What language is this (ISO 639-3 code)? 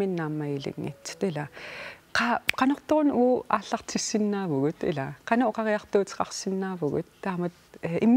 kal